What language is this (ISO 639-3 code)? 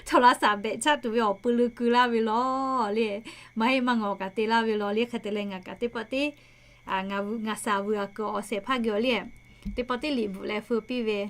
lhu